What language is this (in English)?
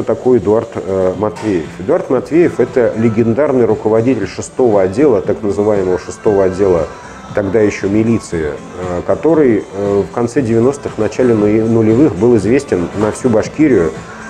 Russian